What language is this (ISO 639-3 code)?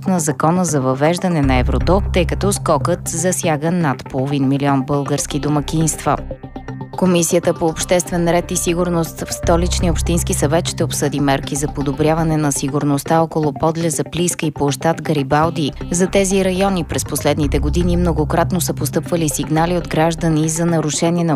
bul